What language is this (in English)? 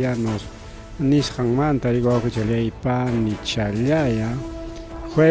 Ayacucho Quechua